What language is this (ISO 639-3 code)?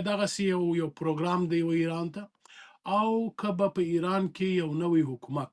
pus